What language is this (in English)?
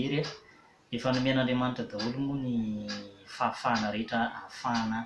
Malagasy